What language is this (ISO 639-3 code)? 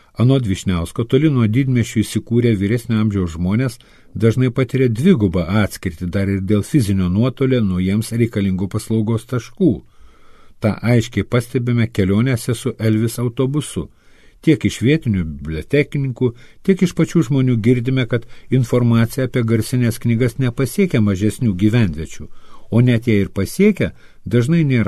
lit